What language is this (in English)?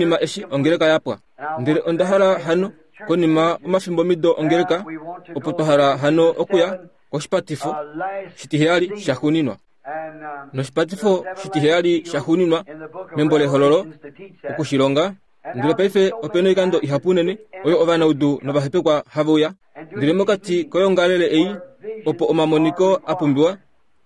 Kuanyama